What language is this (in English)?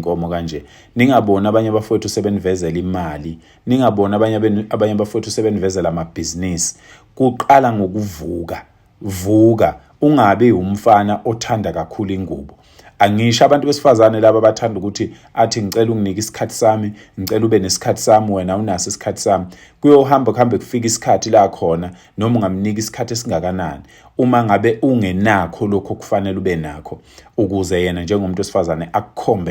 Zulu